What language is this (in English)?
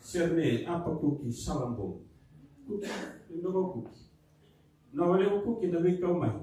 Fijian